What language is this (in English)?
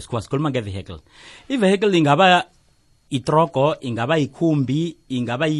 South Ndebele